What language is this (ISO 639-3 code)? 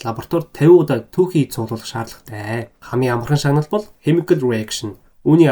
mon